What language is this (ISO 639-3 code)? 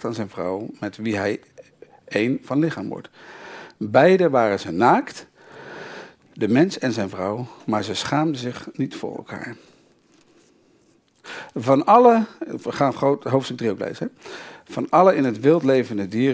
nld